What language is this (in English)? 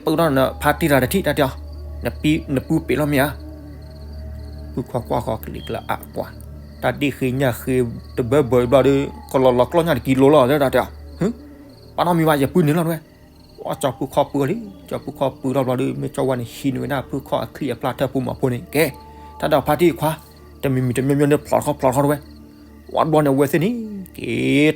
S'gaw Karen